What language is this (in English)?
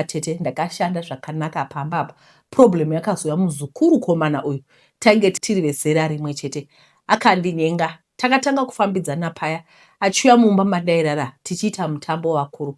Shona